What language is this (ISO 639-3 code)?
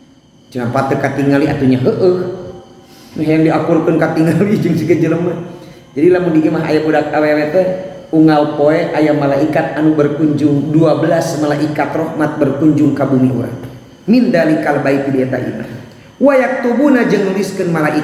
sun